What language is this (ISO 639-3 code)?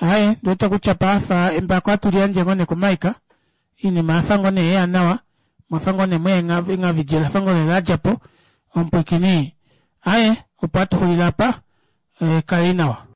kua